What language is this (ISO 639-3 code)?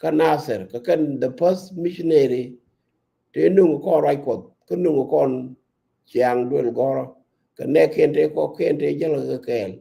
nus